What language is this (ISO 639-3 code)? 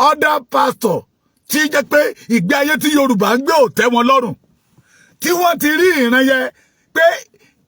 yor